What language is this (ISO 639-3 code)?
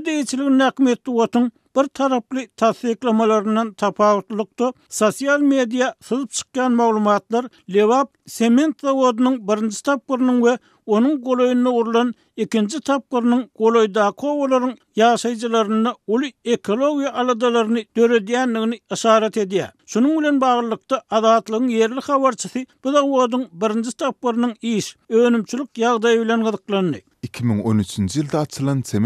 tuk